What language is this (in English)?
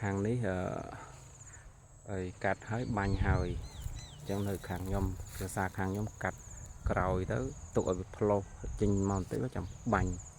Khmer